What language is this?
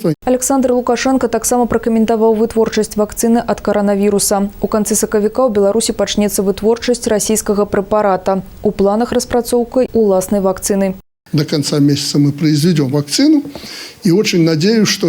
Belarusian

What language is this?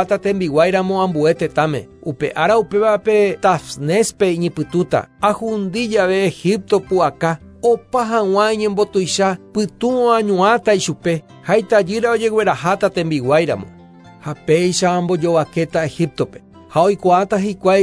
Guarani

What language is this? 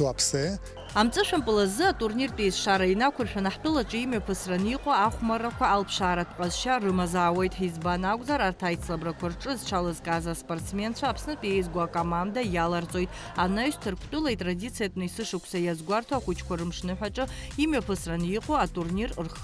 Abkhazian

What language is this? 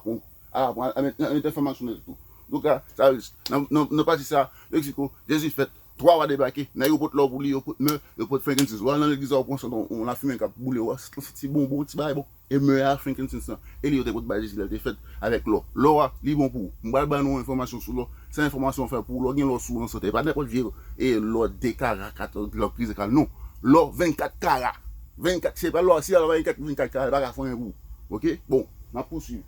Haitian Creole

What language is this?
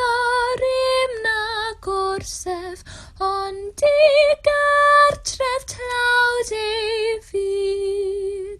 Welsh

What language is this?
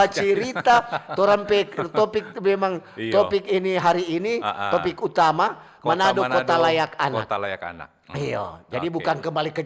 Manado Malay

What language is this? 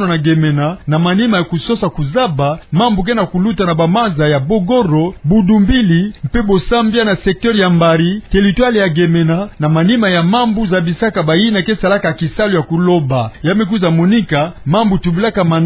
Kituba (Democratic Republic of Congo)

